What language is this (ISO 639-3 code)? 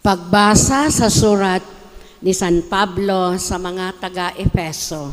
bik